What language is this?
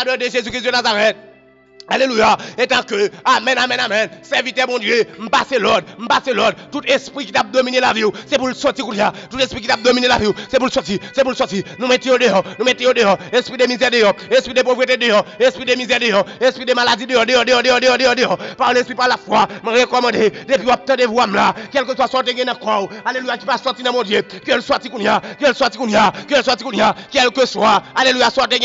French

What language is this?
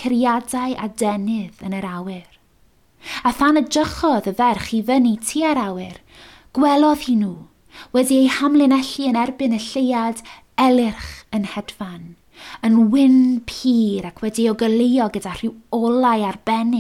Welsh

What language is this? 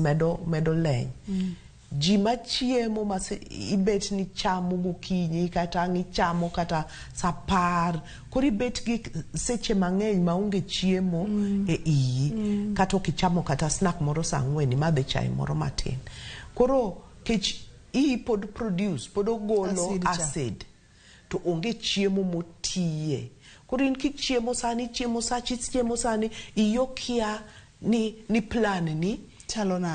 Luo (Kenya and Tanzania)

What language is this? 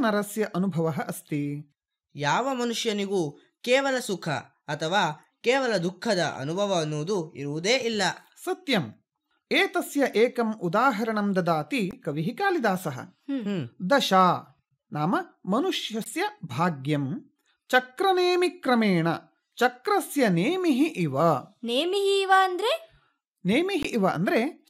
Kannada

